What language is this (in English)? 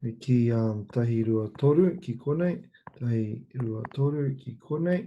Māori